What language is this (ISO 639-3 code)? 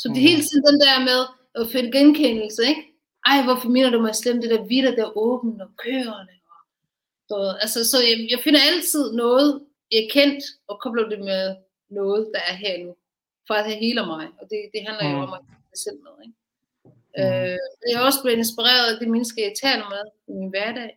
dan